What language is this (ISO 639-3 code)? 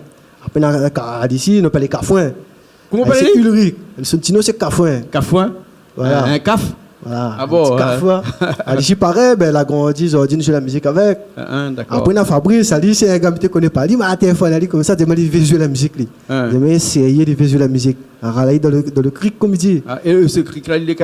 rcf